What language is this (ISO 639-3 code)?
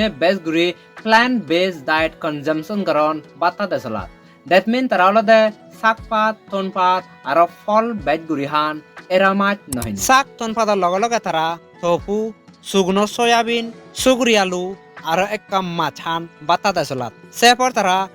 ccp